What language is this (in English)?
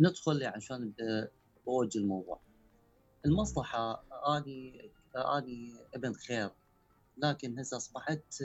Mesopotamian Arabic